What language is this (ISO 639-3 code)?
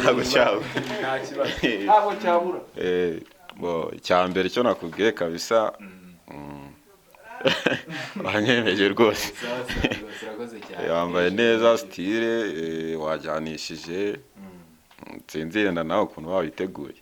kin